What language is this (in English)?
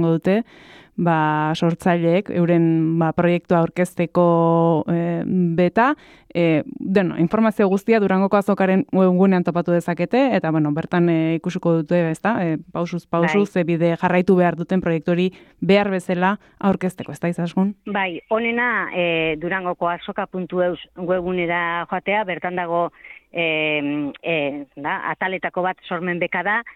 Basque